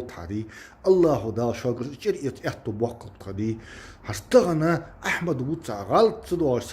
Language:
Chechen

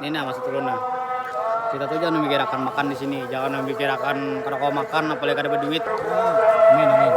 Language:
Banjar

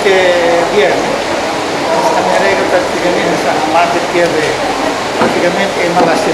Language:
Tetum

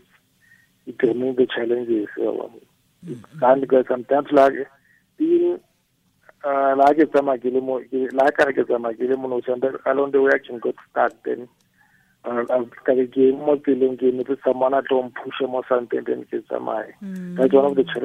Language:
Tswana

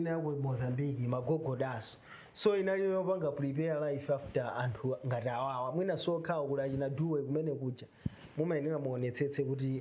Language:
Nyanja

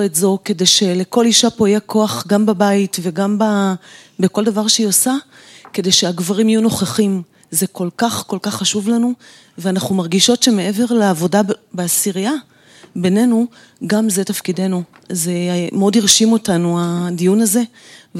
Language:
Hebrew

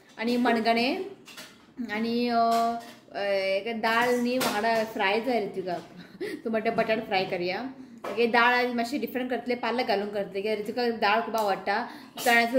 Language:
Konkani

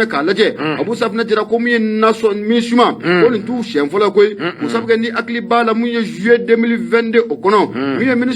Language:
Bambara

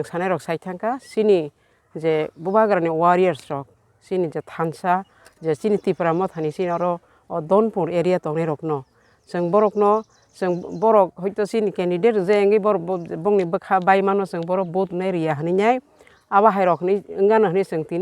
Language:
Kok Borok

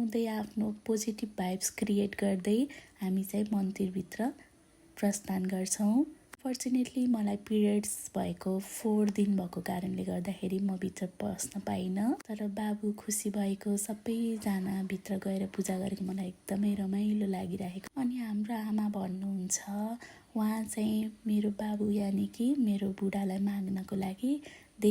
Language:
Nepali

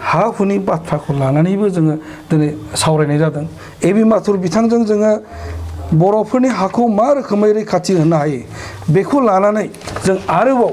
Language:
Bodo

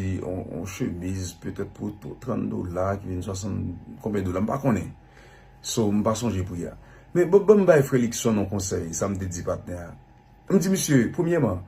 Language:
Haitian Creole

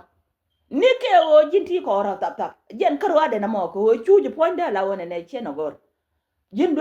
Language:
Nuer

